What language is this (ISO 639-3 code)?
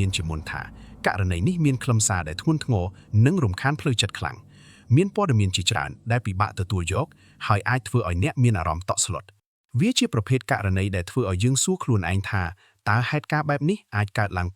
khm